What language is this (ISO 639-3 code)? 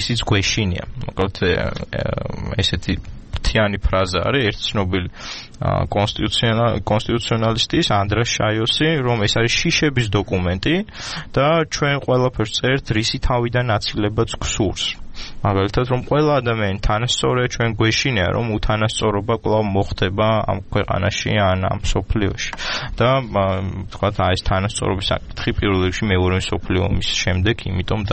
kat